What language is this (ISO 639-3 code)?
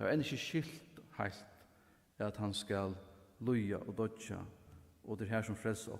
fao